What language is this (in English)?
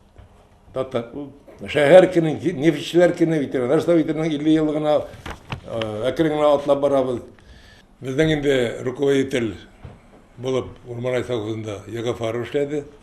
Tatar